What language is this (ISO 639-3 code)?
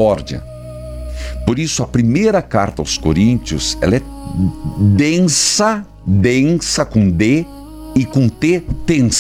por